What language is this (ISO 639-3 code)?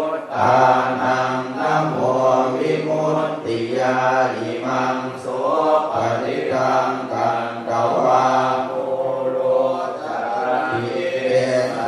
pli